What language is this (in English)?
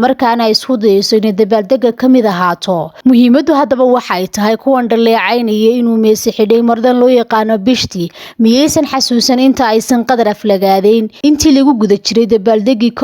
Somali